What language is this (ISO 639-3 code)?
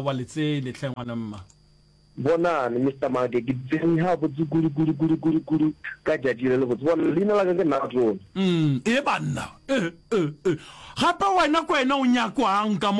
nso